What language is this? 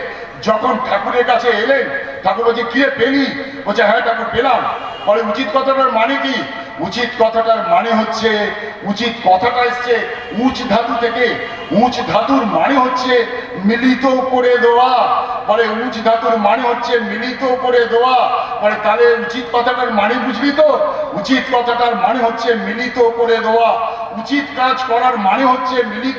Bangla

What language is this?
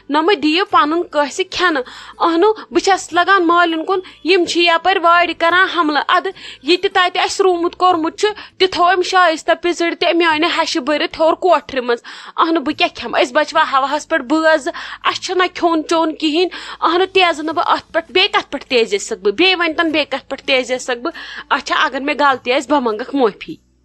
Kashmiri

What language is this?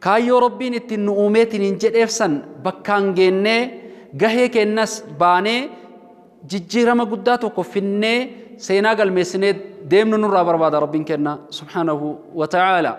Oromo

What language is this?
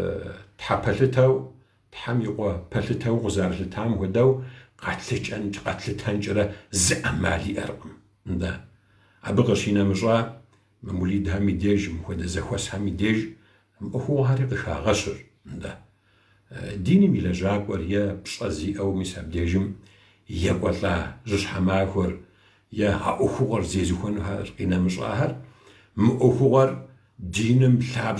Kabardian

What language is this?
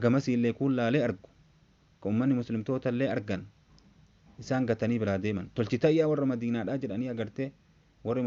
Oromo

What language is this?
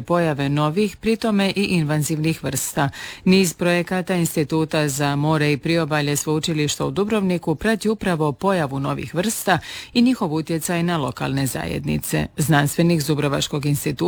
Croatian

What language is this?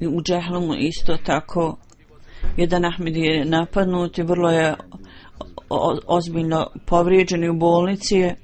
Bosnian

